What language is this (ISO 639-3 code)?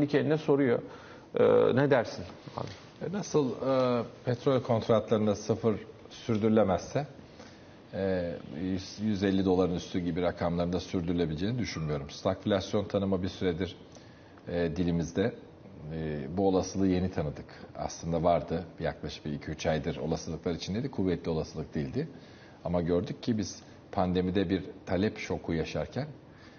tur